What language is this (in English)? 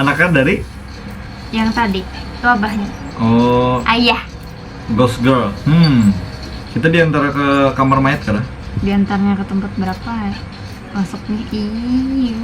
Banjar